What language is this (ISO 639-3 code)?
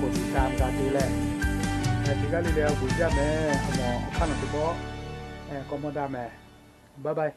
lhu